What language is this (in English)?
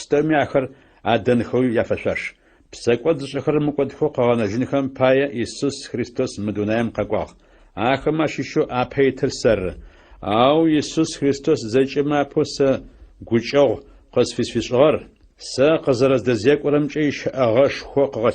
Adyghe